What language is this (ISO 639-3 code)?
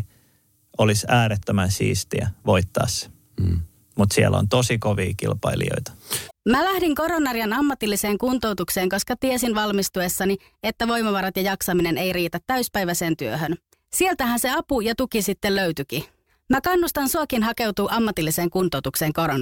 fin